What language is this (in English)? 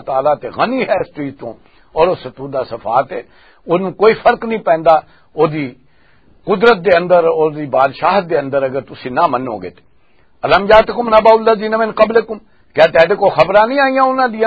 Western Panjabi